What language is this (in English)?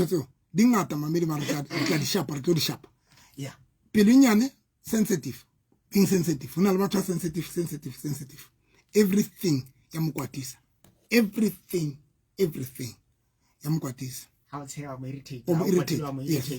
Southern Sotho